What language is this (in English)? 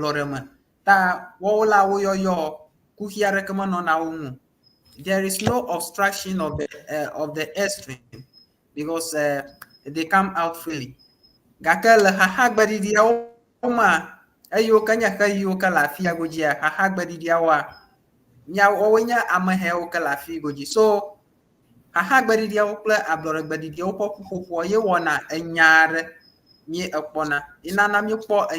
Ewe